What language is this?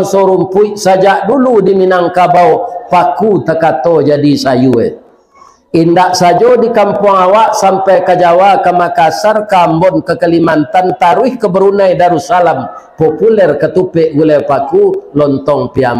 Minangkabau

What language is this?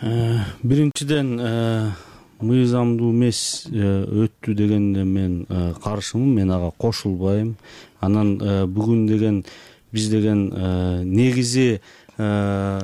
Kyrgyz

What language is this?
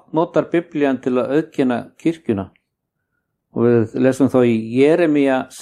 Icelandic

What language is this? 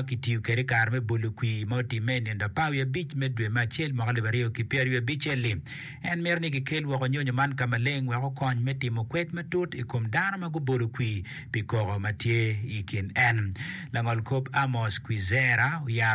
Acoli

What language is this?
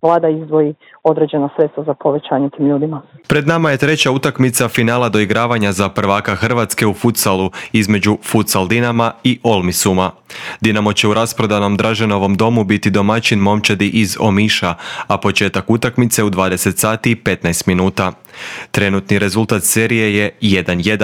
Croatian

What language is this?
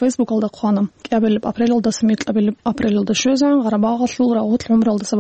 Avaric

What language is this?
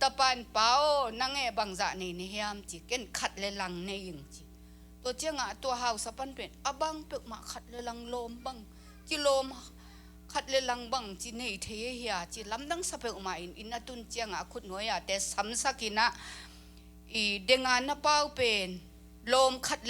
Tedim Chin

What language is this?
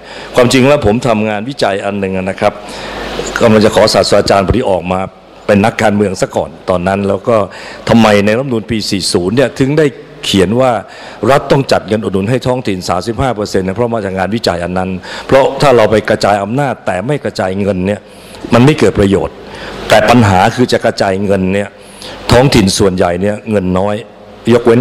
Thai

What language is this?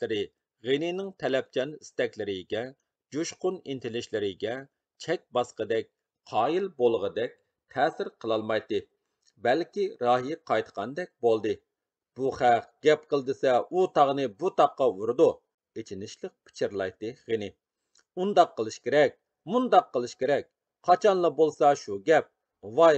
Uyghur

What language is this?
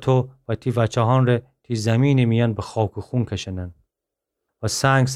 Gilaki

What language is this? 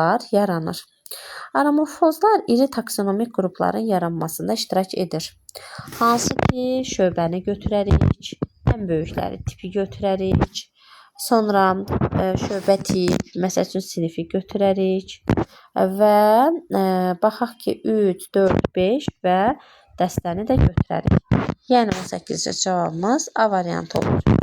Azerbaijani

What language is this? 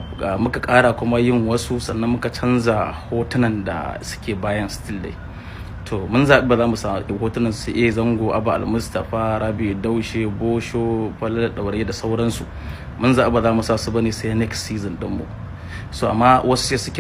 Hausa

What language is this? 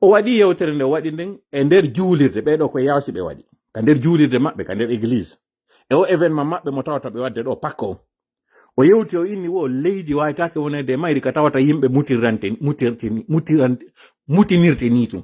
Fula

